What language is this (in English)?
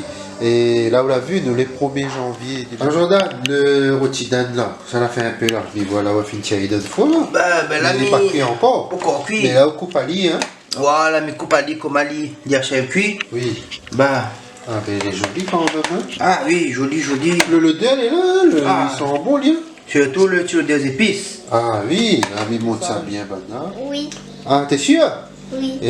Réunion Creole French